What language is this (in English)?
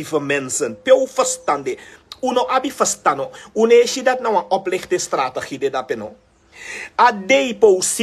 Sranan Tongo